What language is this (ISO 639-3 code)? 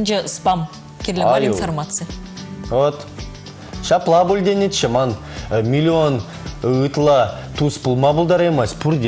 chv